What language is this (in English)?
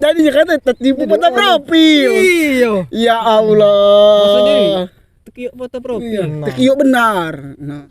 Musi